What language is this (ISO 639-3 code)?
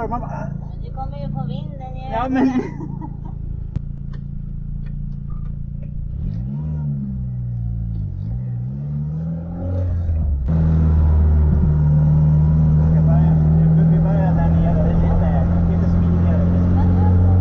swe